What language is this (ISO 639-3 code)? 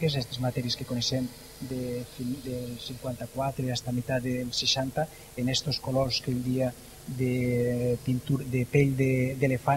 cat